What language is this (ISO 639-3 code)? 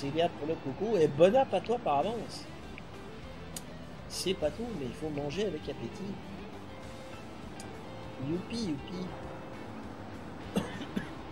fra